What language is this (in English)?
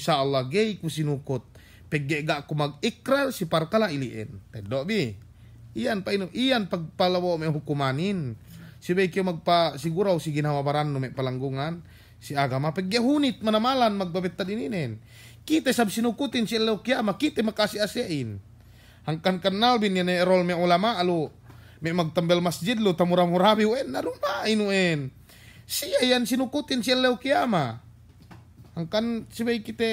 Yakan